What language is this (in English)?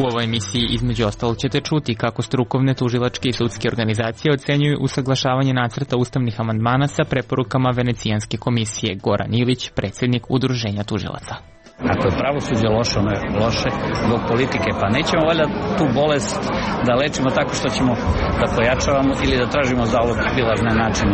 Serbian